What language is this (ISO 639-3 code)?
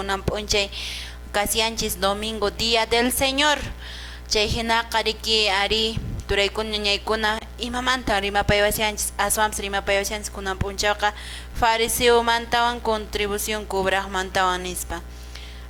que